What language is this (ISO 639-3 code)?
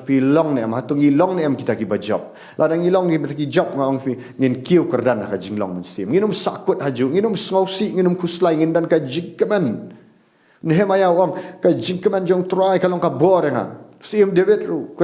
kha